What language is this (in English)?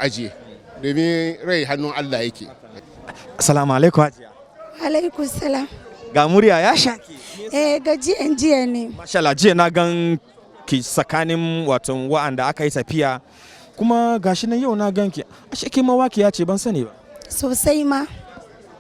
Hausa